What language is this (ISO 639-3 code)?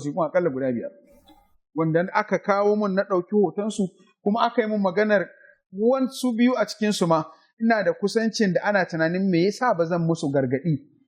hau